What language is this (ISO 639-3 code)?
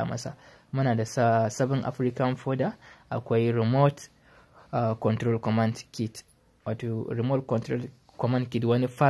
hau